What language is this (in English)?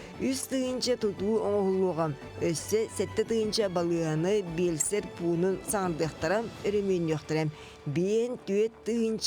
Yakut